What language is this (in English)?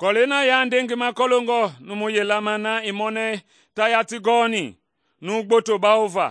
Mende